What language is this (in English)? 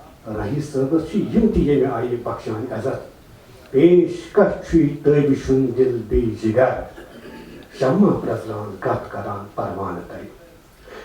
Kashmiri